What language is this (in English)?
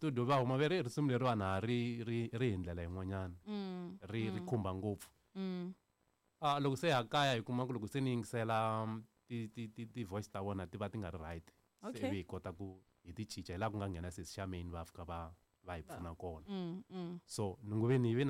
Tsonga